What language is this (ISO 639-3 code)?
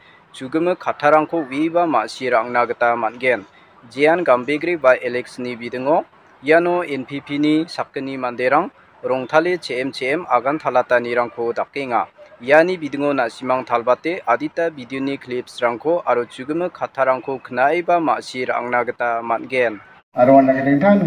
grt